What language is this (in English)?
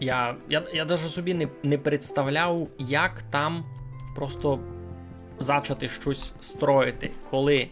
Rusyn